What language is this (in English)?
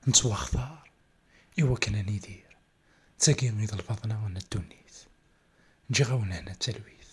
Kabyle